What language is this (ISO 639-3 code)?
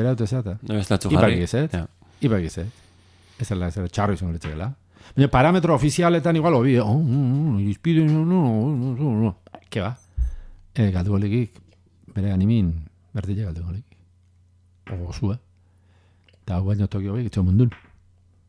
eus